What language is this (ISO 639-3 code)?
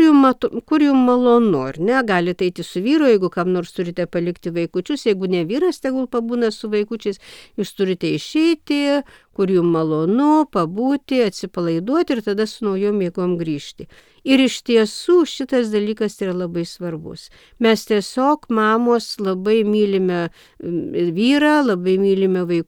lit